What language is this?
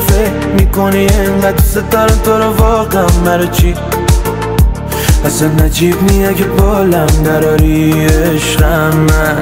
Persian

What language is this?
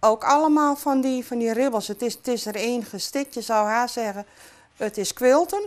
Western Frisian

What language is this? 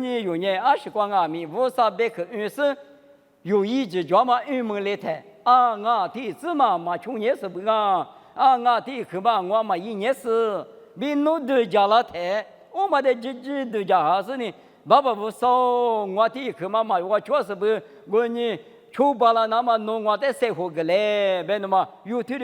Lisu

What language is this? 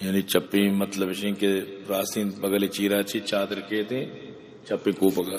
Eastern Balochi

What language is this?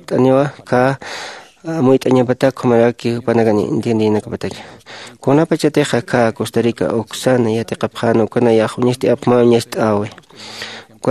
Aymara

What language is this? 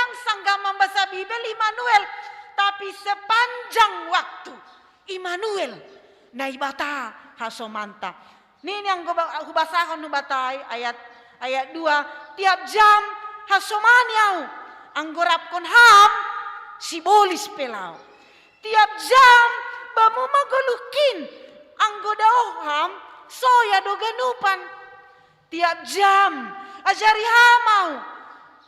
Batak Simalungun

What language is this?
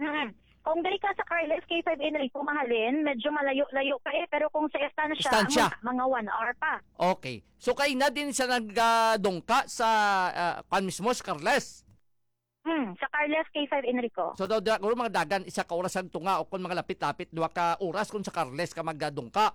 Hiligaynon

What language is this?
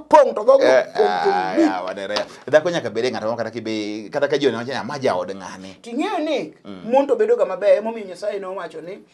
Luo (Kenya and Tanzania)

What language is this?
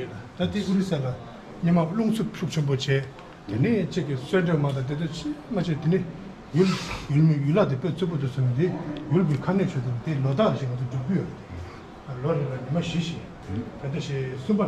Tibetan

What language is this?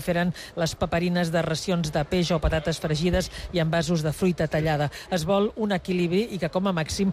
Catalan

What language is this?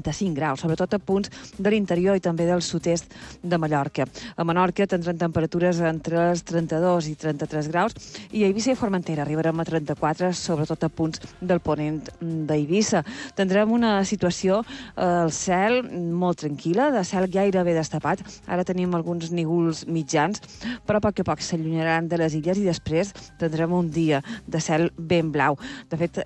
Catalan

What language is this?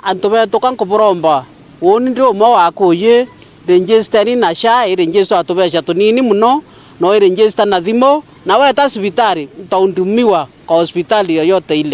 Meru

